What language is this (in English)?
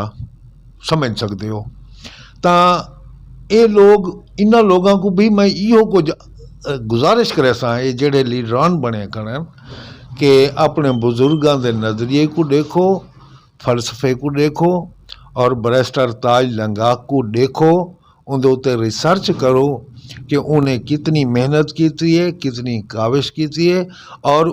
Saraiki